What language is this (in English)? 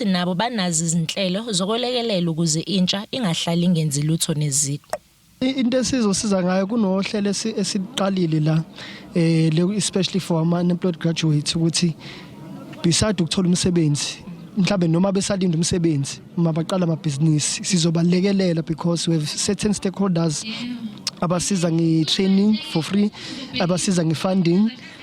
Zulu